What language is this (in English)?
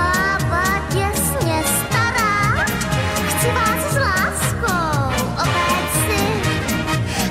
Czech